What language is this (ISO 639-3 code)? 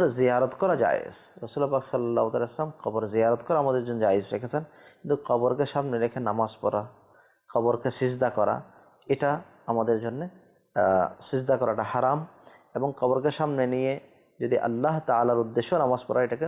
ben